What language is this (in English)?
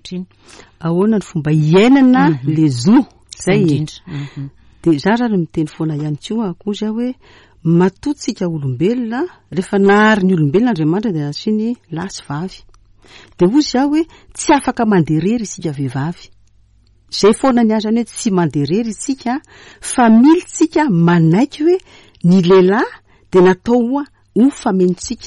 Malagasy